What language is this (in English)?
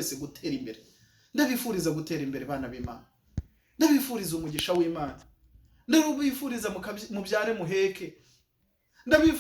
Kinyarwanda